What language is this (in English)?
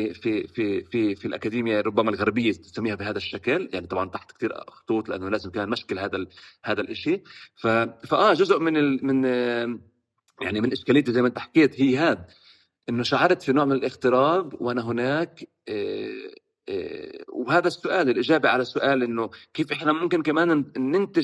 North Levantine Arabic